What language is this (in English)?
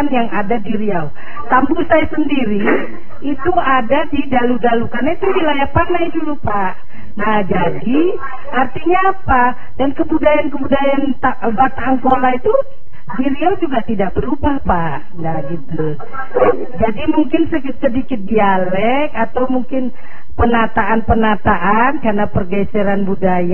Indonesian